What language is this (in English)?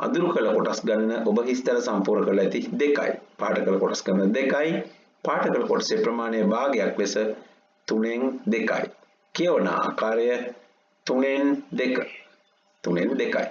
Sinhala